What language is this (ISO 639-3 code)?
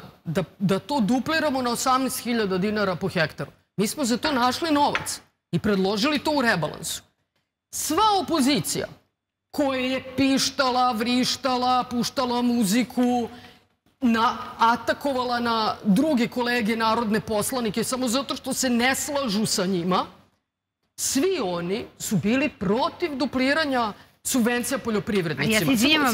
srp